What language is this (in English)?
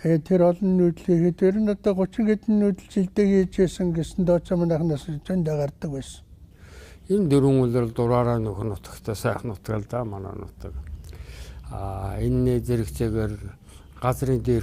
Mongolian